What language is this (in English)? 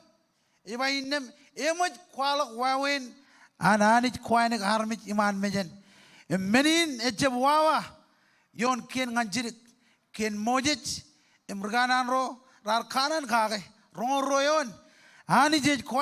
Marshallese